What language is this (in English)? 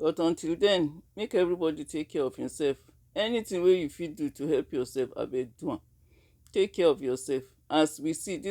Nigerian Pidgin